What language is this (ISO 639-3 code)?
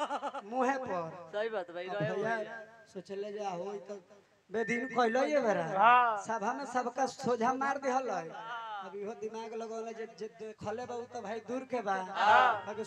bho